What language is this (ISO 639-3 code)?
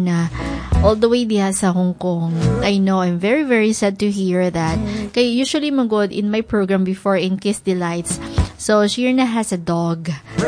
ceb